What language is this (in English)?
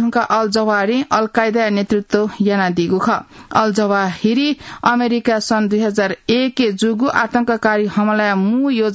Newari